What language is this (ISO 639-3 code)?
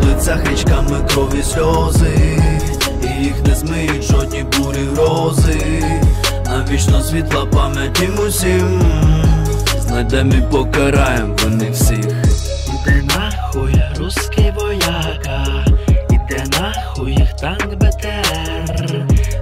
ukr